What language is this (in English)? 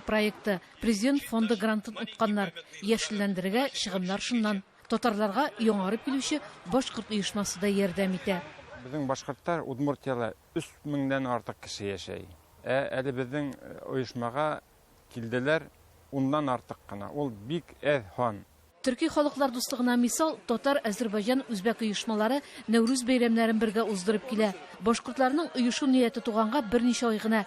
Tatar